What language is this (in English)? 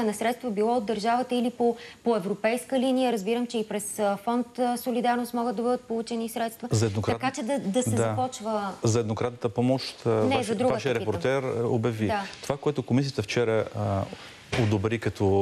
Bulgarian